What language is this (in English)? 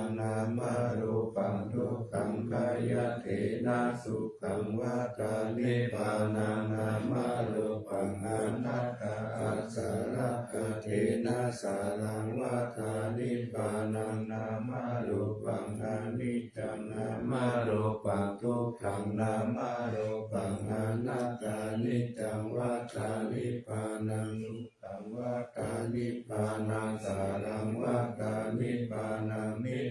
Pali